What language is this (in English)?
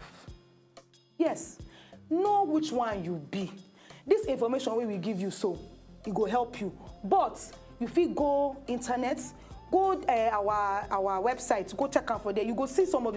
Nigerian Pidgin